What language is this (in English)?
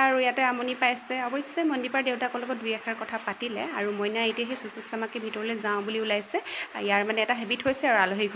Assamese